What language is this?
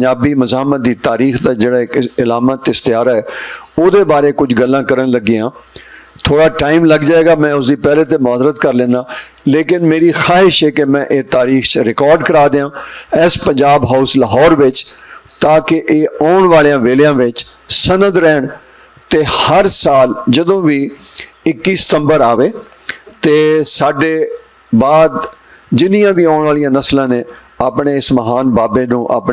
Western Panjabi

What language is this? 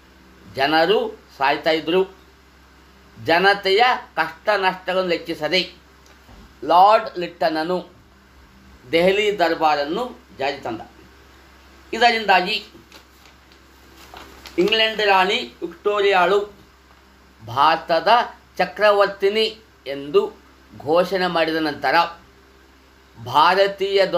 Kannada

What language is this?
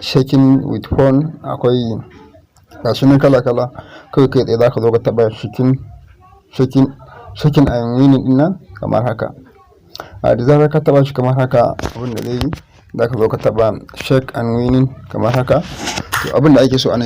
Hausa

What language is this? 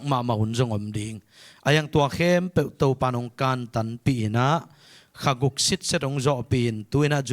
Tedim Chin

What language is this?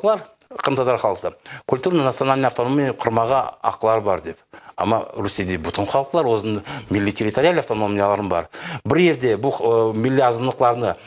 Crimean Tatar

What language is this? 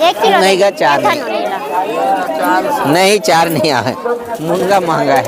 Chhattisgarhi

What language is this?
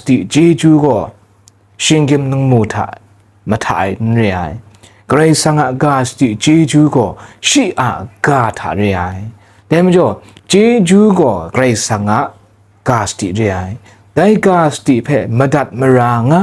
Kachin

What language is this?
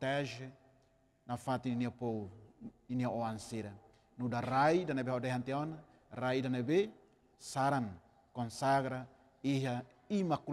Tetum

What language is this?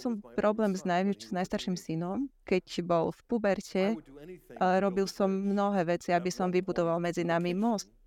Slovak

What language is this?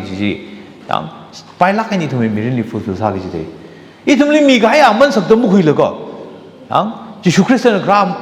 Tangkhul Naga (India)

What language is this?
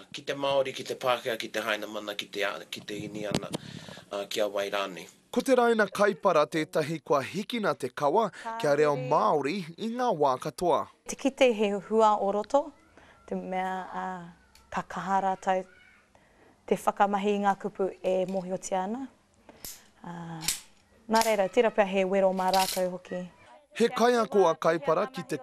Māori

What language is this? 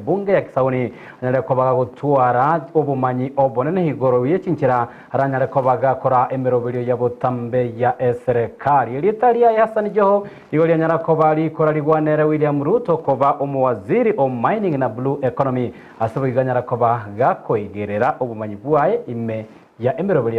Gusii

